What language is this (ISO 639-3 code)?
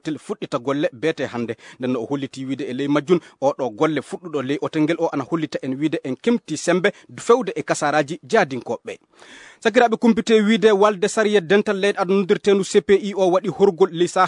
ful